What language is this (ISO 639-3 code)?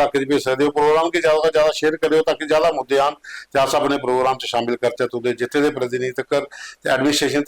doi